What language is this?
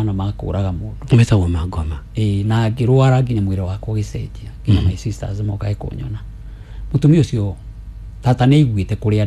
Kikuyu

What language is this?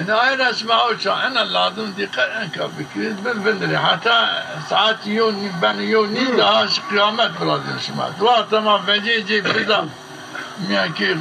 Zaza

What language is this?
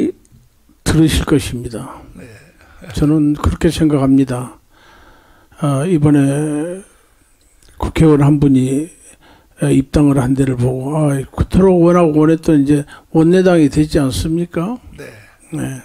Korean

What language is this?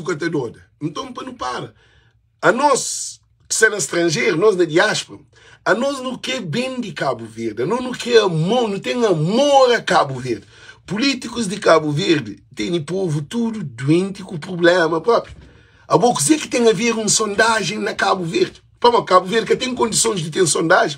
Kabuverdianu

